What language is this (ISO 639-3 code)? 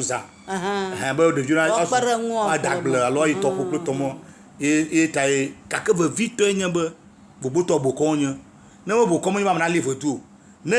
ewe